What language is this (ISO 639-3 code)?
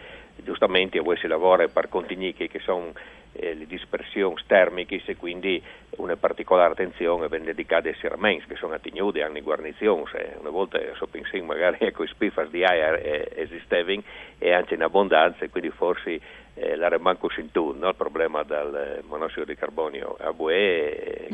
fur